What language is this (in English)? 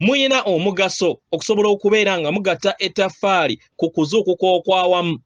Ganda